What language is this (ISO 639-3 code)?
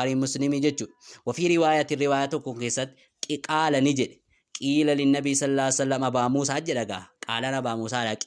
orm